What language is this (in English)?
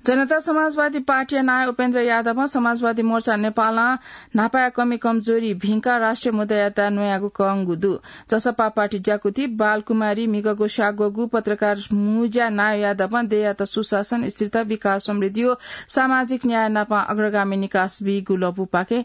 Newari